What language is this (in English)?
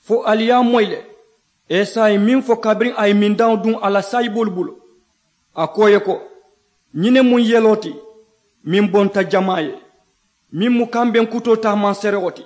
Mandingo